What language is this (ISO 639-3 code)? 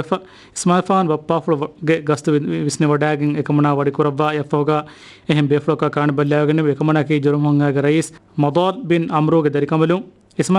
div